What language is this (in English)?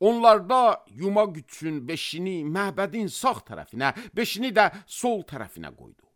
Azerbaijani